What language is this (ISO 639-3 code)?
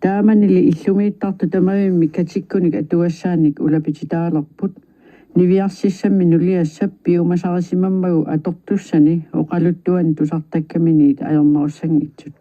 kal